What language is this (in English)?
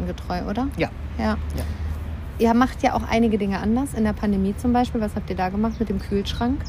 German